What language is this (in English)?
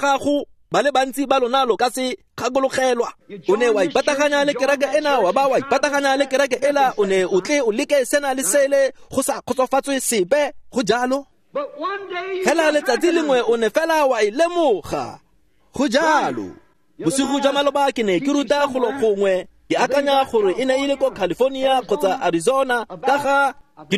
Tswana